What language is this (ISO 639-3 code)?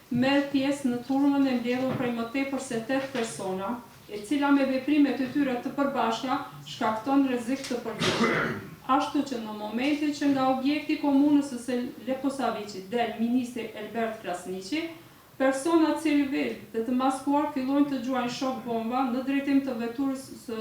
sqi